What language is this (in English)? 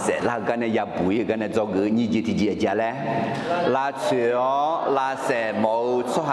Akha